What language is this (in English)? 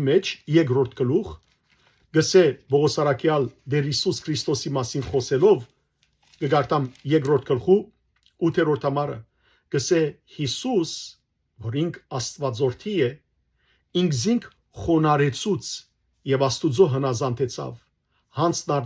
Western Armenian